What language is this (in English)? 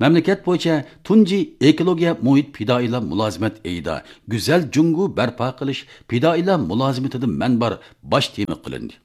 Uyghur